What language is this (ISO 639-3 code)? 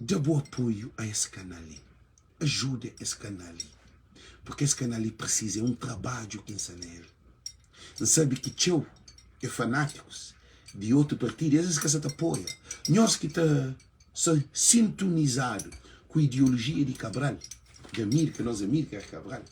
kea